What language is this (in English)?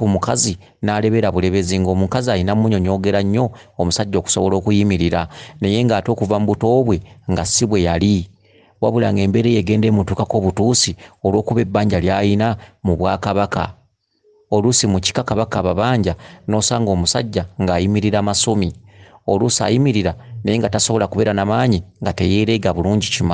Ganda